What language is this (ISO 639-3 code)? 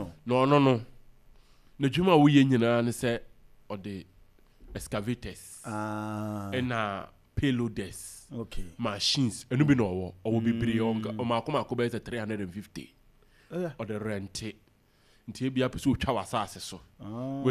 aka